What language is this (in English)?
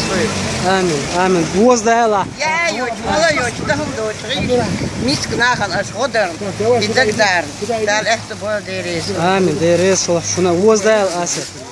Chechen